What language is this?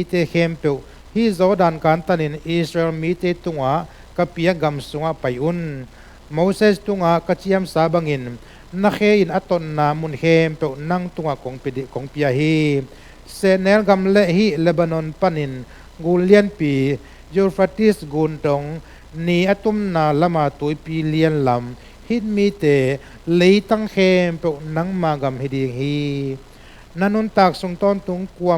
Tedim Chin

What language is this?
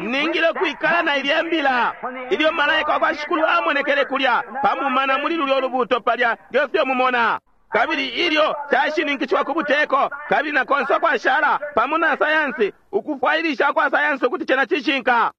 Bemba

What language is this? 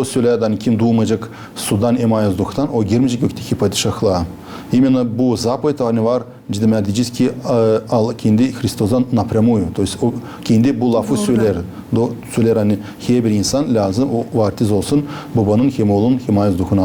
Gagauz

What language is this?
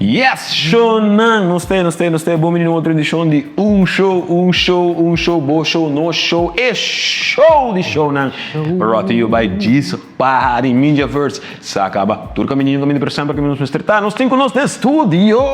Papiamento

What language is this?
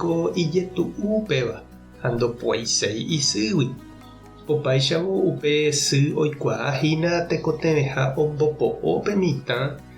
Guarani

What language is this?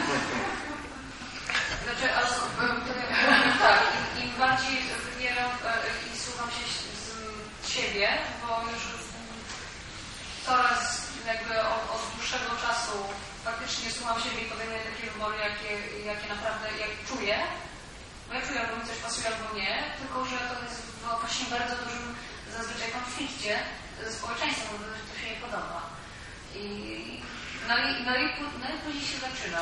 Polish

